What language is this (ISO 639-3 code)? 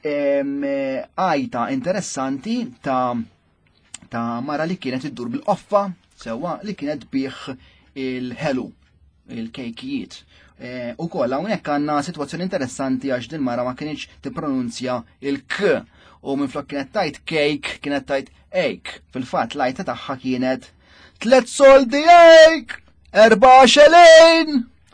mlt